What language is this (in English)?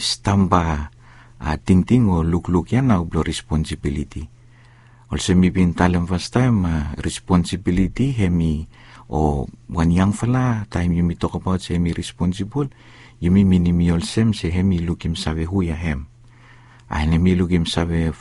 Bislama